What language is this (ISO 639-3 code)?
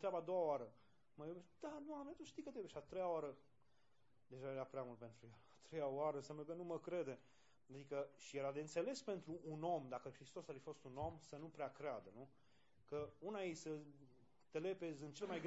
ron